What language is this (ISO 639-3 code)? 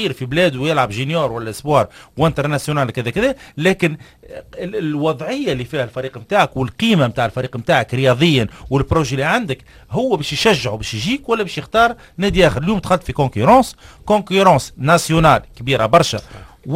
aeb